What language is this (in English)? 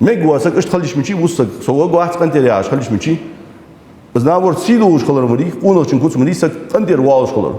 Ingush